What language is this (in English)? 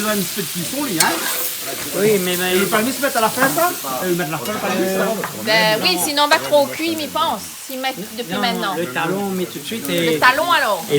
Réunion Creole French